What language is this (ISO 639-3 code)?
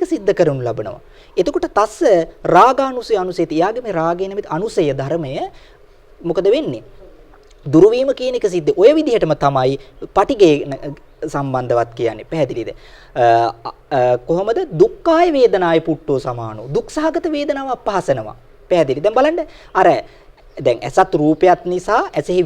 sin